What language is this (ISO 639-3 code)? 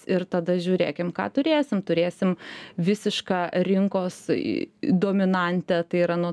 lit